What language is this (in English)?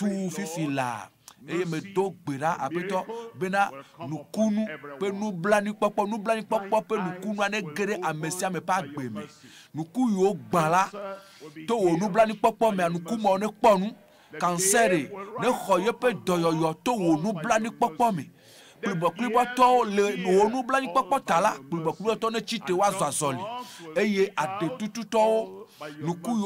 Ewe